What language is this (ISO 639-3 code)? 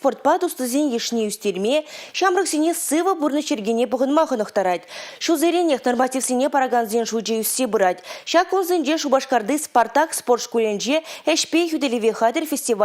chv